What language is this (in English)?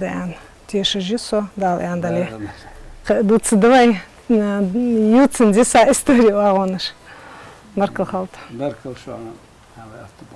Ingush